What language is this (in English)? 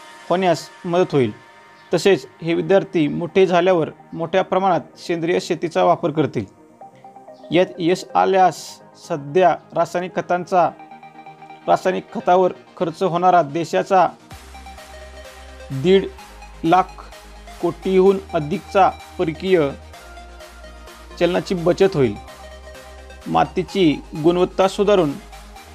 Marathi